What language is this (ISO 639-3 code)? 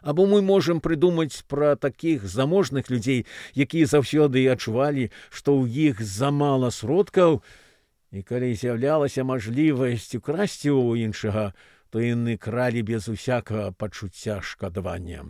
bel